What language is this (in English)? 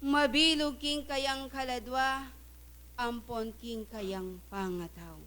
Pampanga